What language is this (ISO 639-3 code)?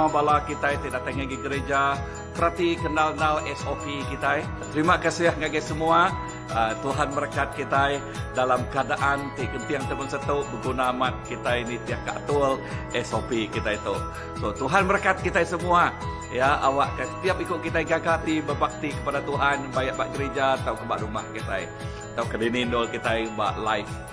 iba